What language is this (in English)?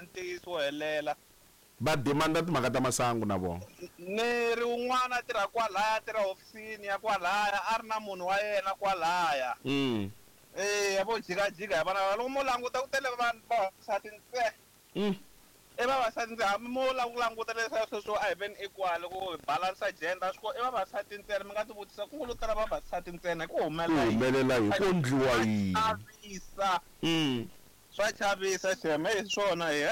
Tsonga